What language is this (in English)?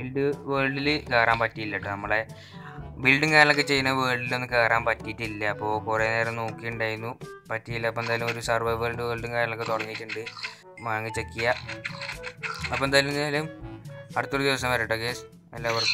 Malayalam